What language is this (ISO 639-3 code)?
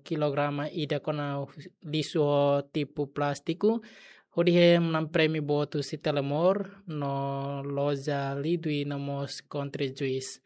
tet